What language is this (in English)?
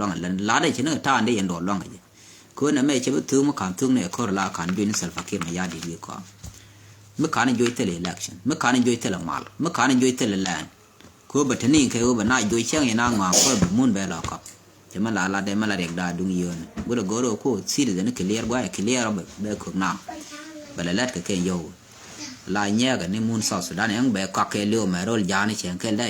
Nuer